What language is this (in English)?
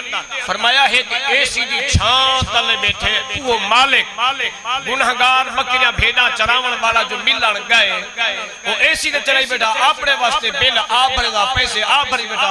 Saraiki